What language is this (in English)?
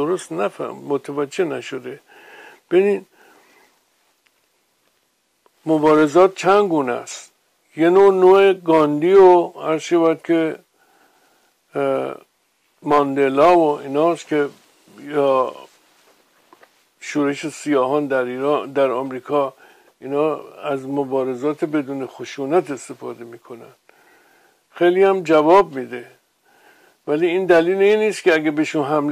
Persian